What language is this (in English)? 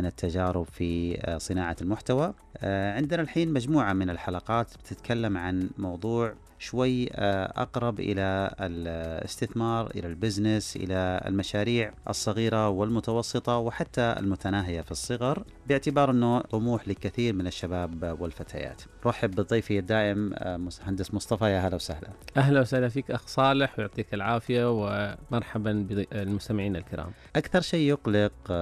Najdi Arabic